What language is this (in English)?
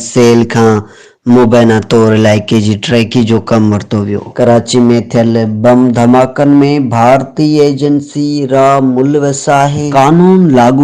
Sindhi